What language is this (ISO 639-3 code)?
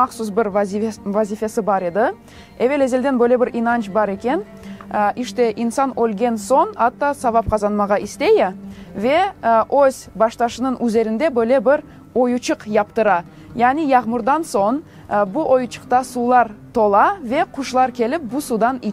crh